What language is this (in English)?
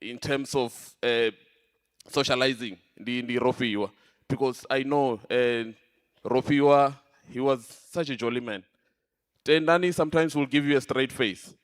Venda